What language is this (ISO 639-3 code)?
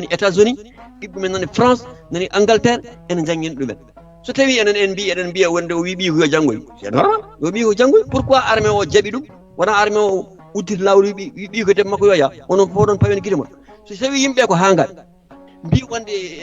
ful